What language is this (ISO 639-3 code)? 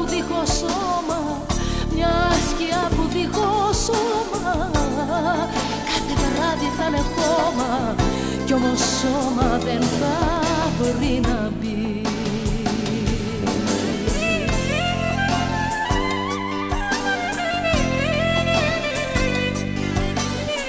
ell